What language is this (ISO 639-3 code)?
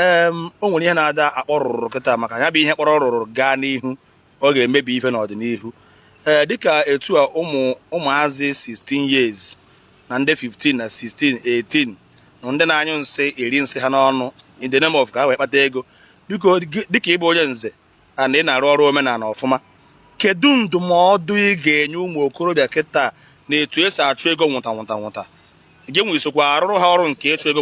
ibo